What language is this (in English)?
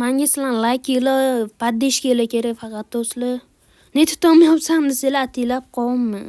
Uzbek